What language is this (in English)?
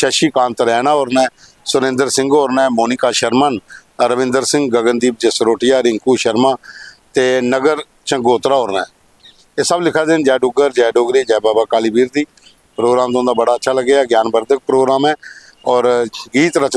Dogri